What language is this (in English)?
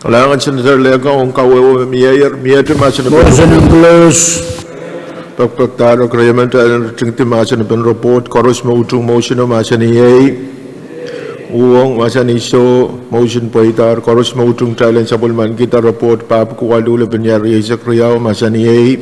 Pohnpeian